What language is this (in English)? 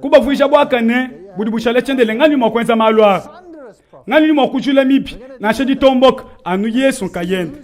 Luba-Lulua